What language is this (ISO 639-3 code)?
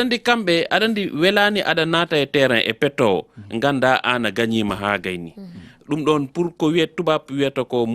ful